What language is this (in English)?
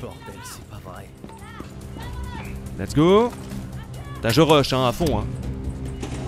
French